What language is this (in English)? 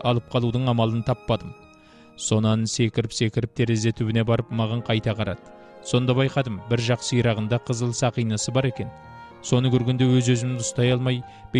Kazakh